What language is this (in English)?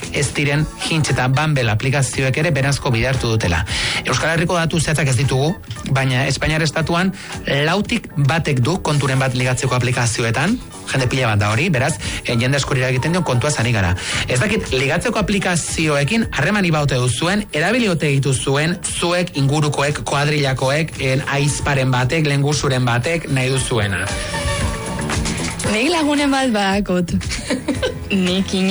Basque